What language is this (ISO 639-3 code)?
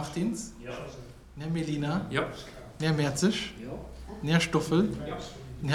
ltz